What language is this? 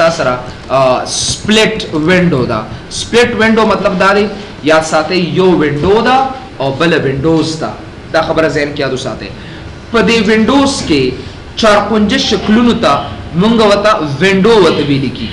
Pashto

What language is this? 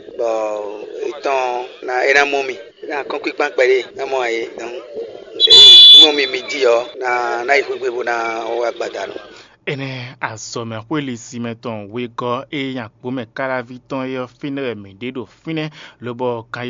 Fon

